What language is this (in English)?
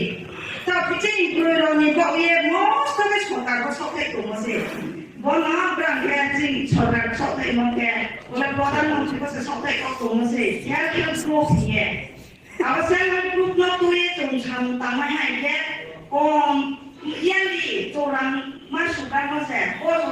Riang (India)